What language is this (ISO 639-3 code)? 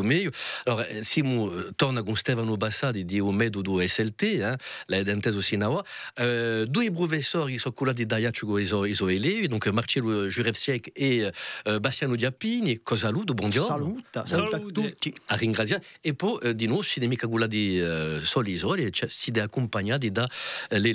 cos